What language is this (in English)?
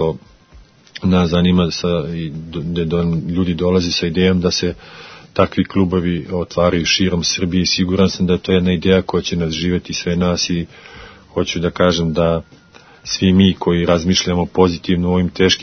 Serbian